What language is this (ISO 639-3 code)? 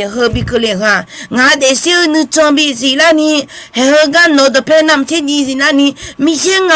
ahk